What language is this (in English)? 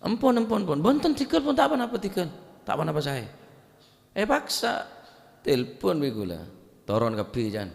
Madurese